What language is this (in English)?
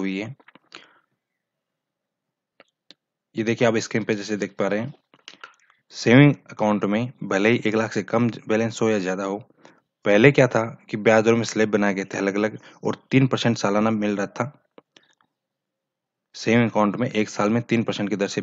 Hindi